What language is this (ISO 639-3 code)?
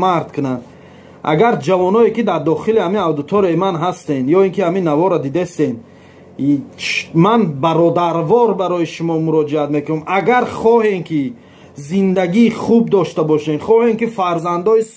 tgk